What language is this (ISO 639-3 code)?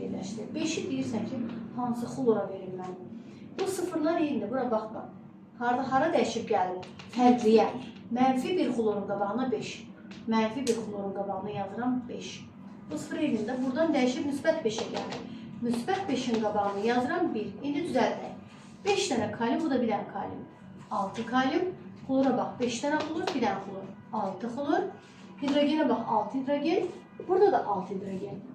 aze